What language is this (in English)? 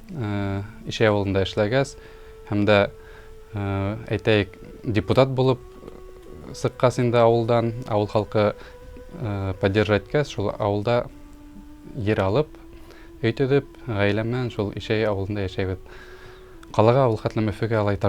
Bashkir